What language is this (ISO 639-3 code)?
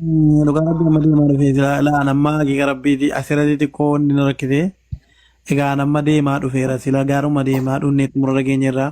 orm